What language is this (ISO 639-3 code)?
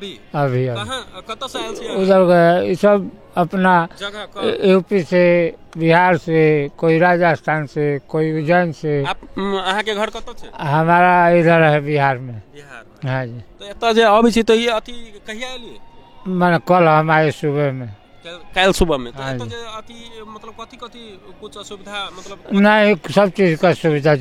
mai